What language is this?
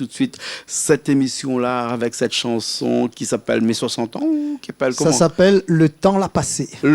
Réunion Creole French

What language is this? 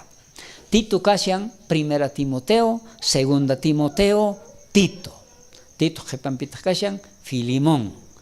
South Bolivian Quechua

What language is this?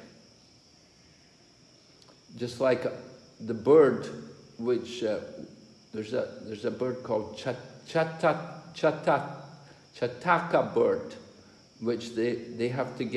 English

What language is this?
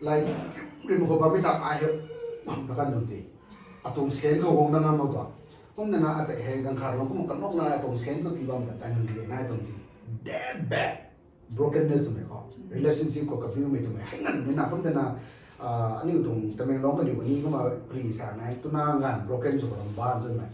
Rongmei Naga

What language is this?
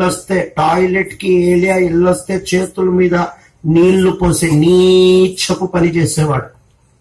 Telugu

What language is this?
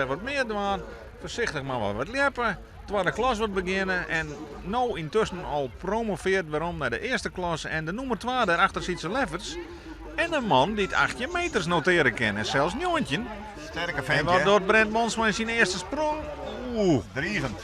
Western Frisian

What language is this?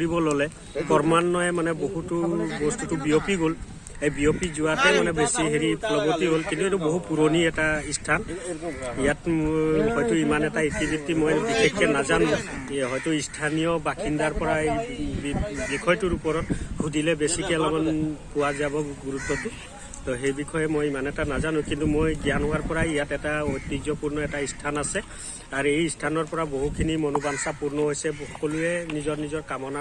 Assamese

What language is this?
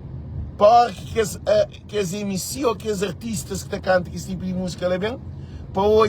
Kabuverdianu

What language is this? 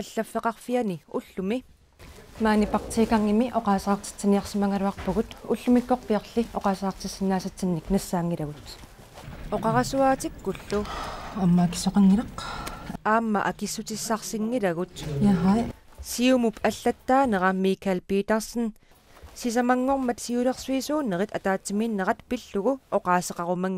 Kalaallisut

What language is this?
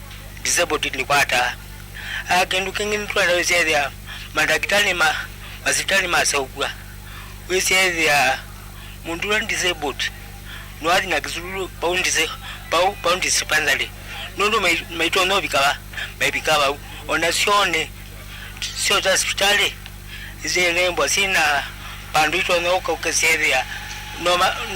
Kamba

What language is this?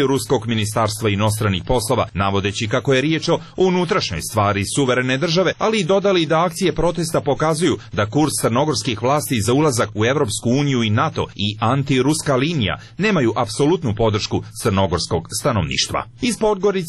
Serbian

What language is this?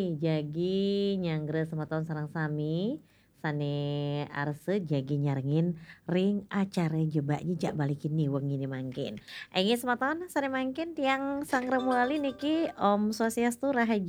Balinese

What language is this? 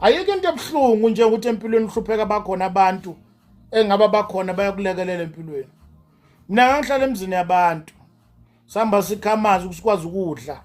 Zulu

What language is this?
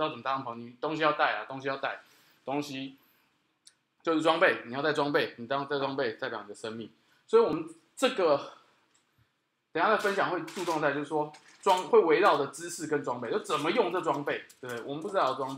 Chinese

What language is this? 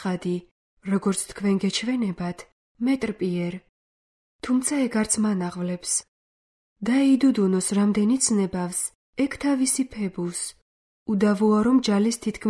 Georgian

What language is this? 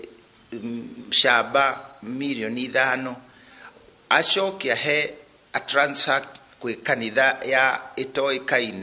Kikuyu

